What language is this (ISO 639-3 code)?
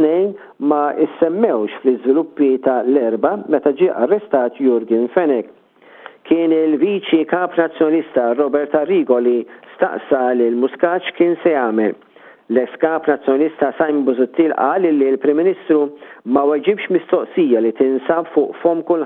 mlt